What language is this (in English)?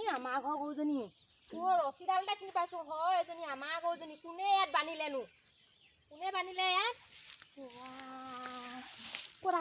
Assamese